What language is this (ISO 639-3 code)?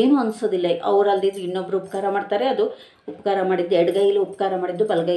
kan